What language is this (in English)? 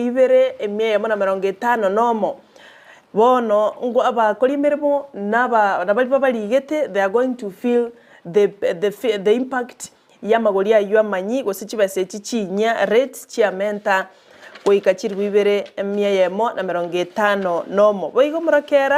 Gusii